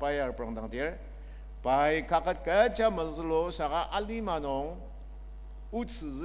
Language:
Ao Naga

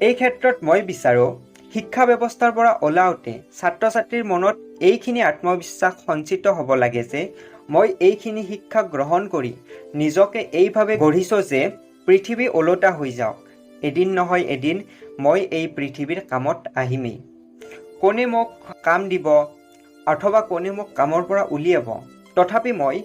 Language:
Assamese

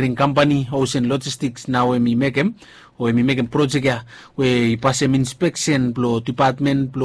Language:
Bislama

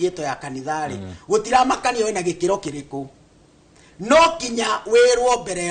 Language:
Kikuyu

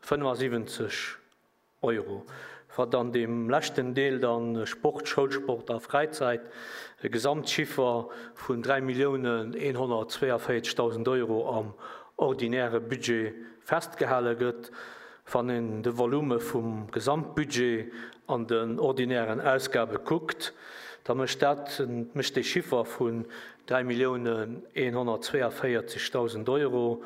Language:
Luxembourgish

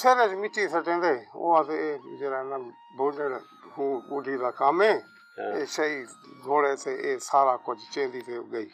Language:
Saraiki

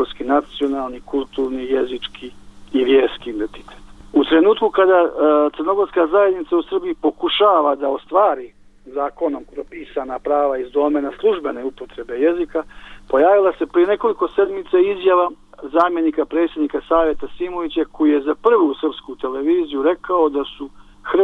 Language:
Bosnian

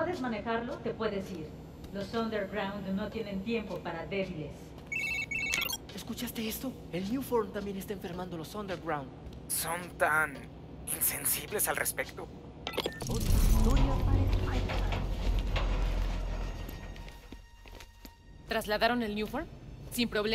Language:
Spanish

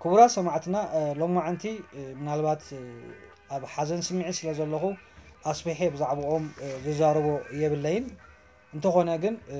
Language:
Tigrinya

